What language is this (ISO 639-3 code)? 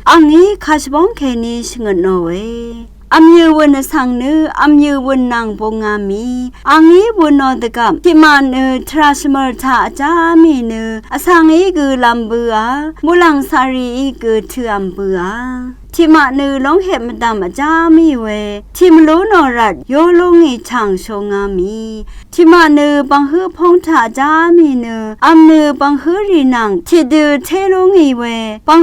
raw